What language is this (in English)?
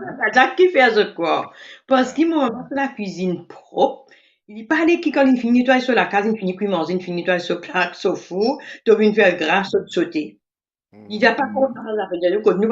Morisyen